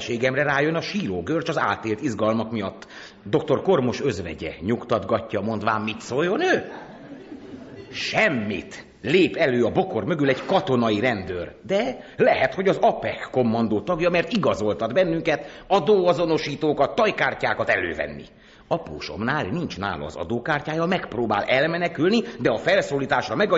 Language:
Hungarian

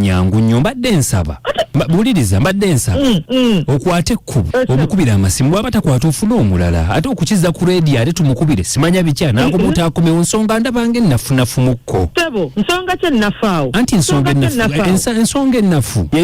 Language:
Ganda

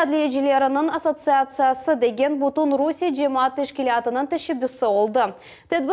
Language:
Crimean Tatar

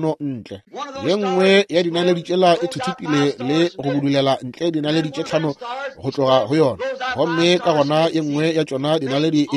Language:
Northern Sotho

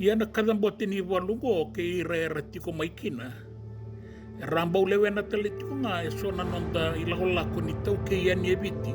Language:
Fijian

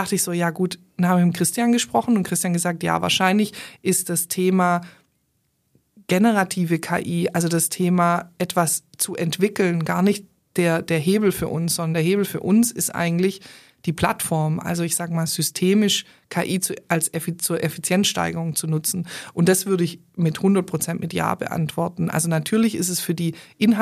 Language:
German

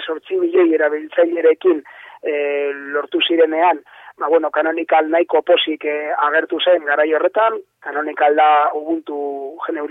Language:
Basque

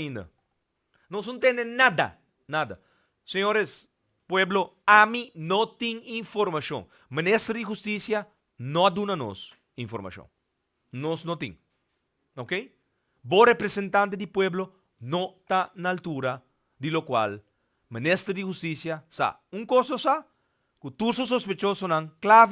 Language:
Papiamento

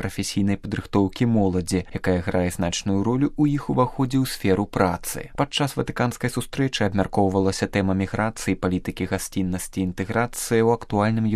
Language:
Belarusian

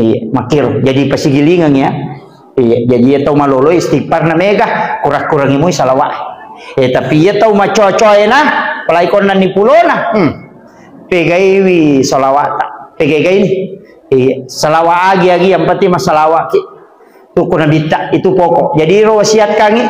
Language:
Buginese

